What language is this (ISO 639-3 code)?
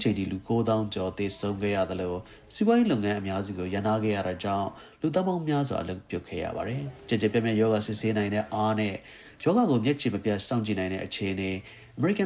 mya